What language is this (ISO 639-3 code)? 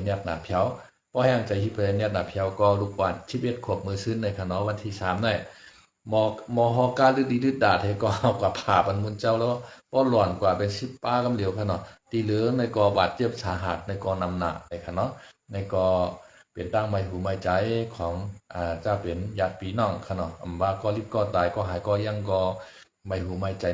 shn